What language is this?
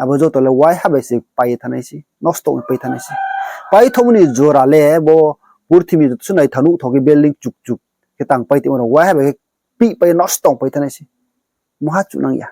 Riang (India)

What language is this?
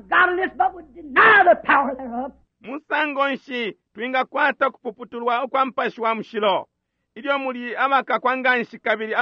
Bemba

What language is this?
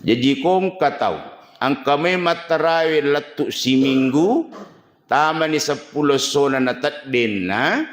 Buginese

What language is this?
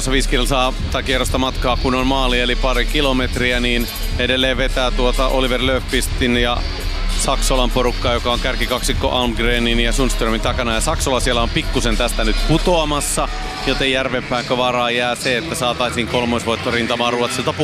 Finnish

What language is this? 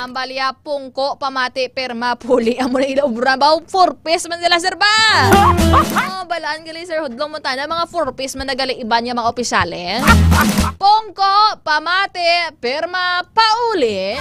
Hiligaynon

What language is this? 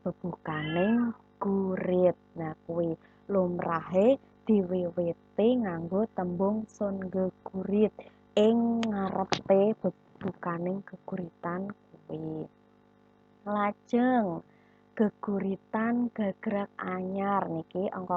Javanese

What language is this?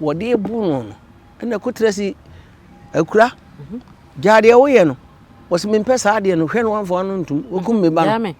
Akan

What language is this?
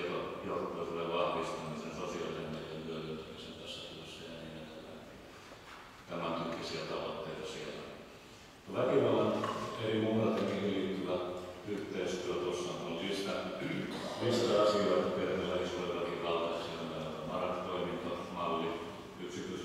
Finnish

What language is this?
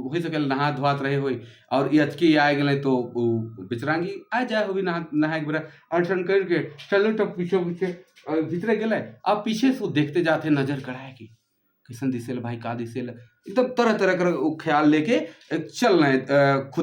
Sadri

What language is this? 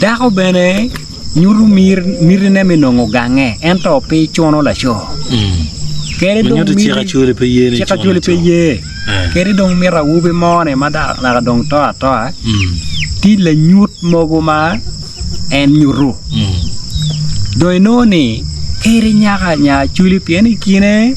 Acoli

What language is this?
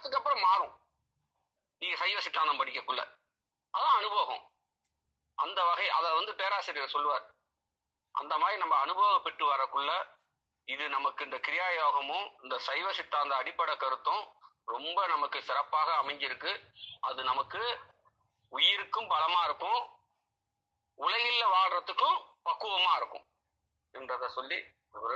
Tamil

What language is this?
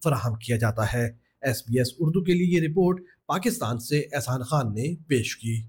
Urdu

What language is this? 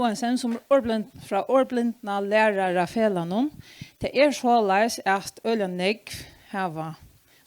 Faroese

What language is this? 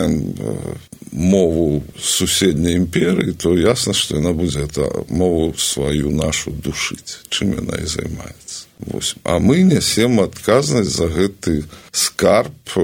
Belarusian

